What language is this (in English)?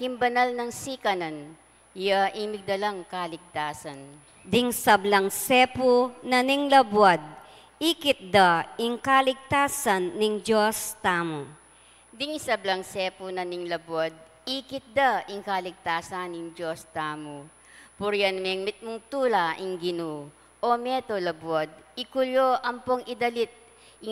Pampanga